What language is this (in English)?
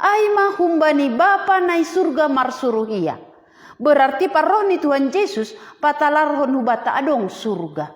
Batak Simalungun